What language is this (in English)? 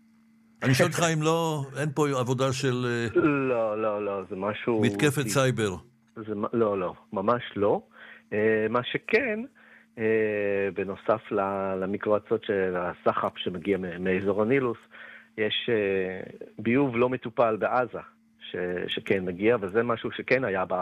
Hebrew